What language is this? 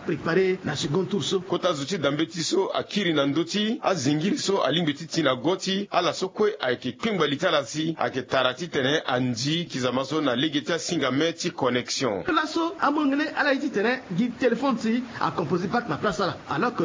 Sango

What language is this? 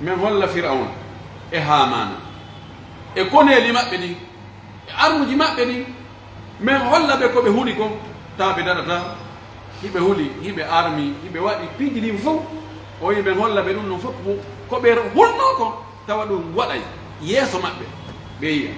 Pular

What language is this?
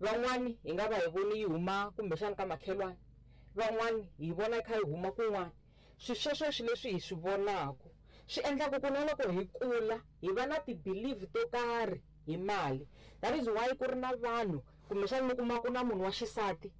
Tsonga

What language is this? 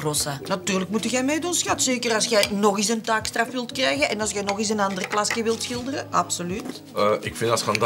Dutch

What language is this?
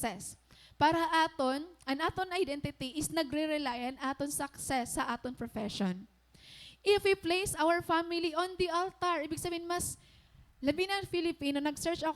Waray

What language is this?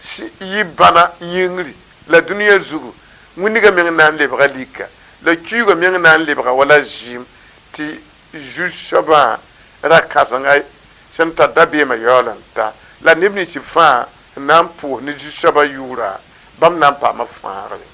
Mossi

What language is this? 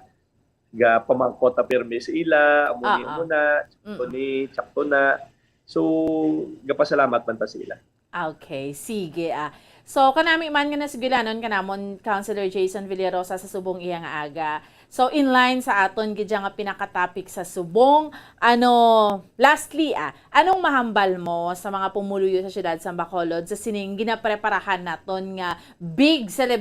Hiligaynon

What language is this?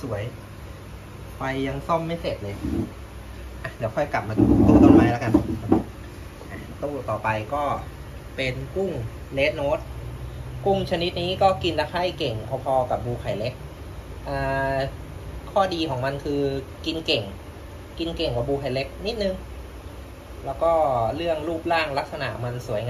Thai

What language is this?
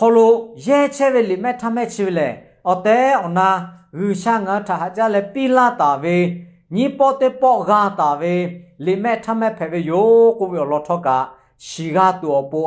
Lahu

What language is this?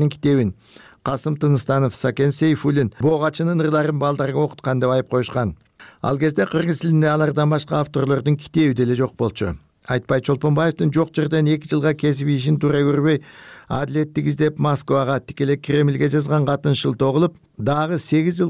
Kyrgyz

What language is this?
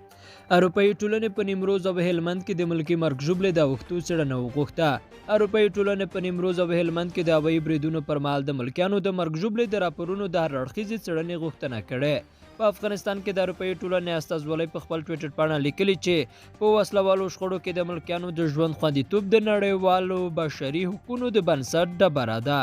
Pashto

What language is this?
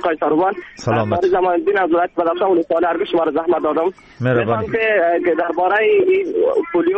Persian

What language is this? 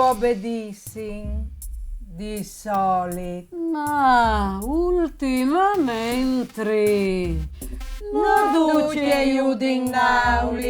Friulian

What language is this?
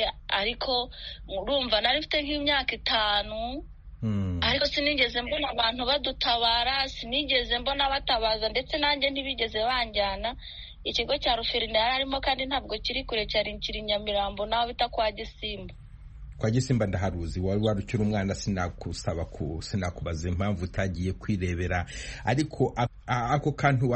Kinyarwanda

